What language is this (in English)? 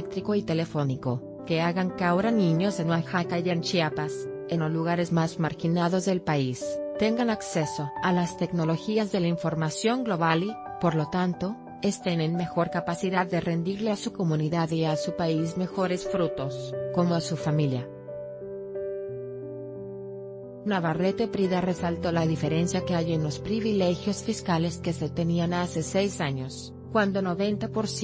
Spanish